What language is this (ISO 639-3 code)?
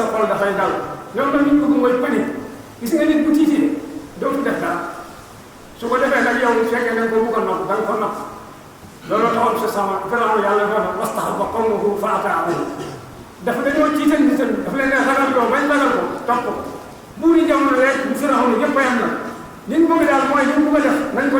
wol